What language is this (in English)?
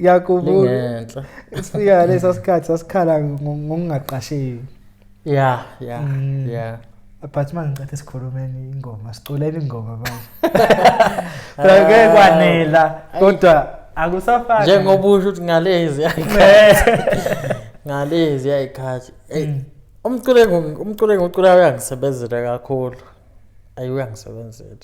Zulu